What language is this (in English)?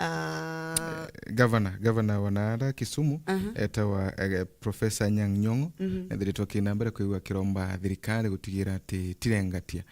Meru